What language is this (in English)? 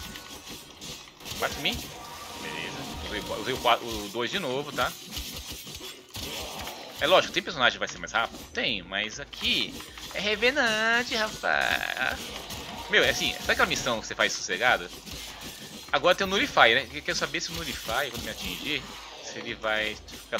Portuguese